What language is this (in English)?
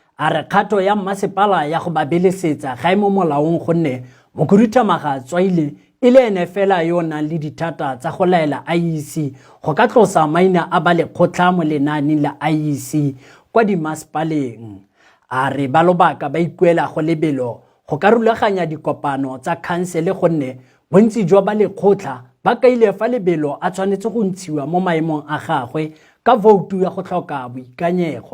Tswana